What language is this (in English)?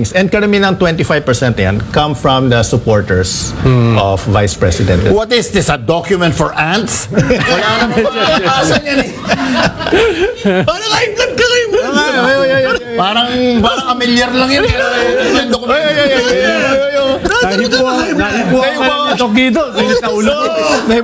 Filipino